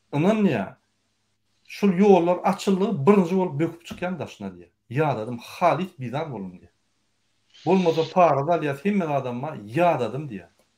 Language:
Turkmen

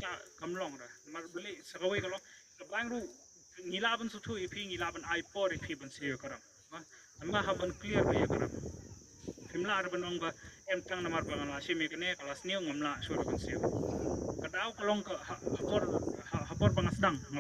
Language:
Khasi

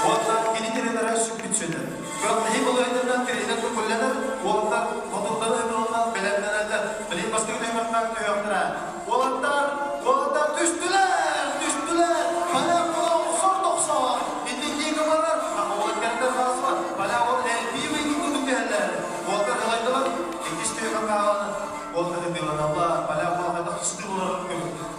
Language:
Yakut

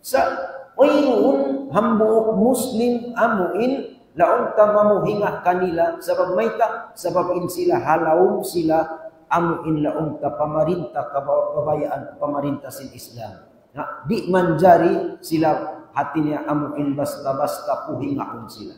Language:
Tausug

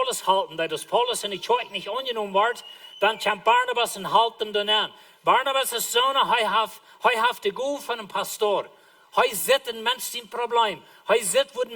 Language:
Plautdietsch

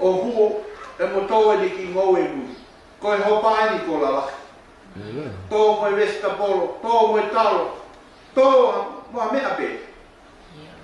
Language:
Tongan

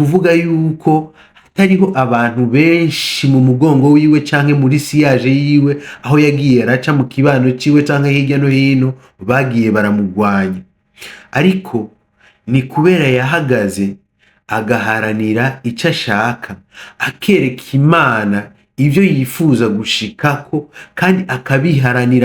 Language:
Rundi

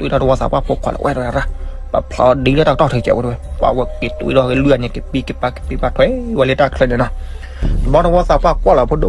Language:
S'gaw Karen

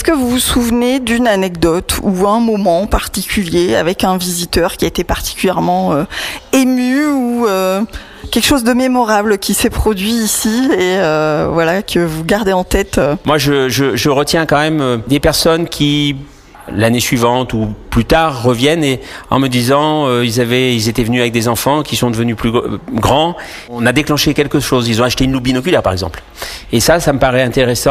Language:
French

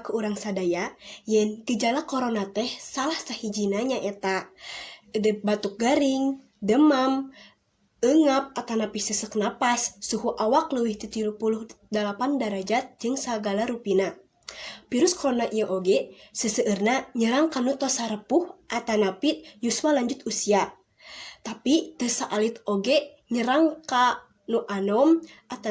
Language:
Sundanese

